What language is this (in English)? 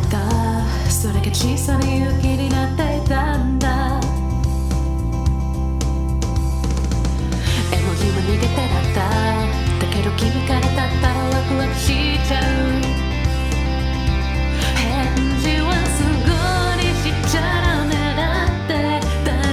Japanese